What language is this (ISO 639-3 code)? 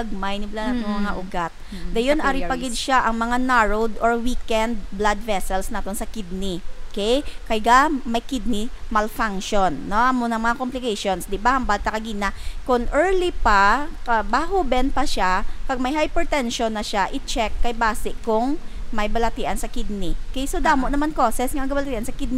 hil